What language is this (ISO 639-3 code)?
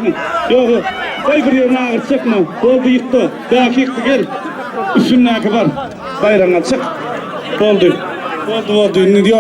tuk